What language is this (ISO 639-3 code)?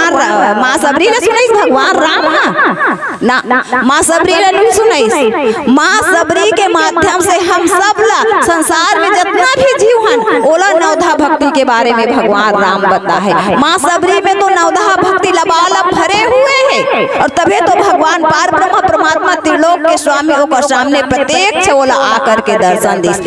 hne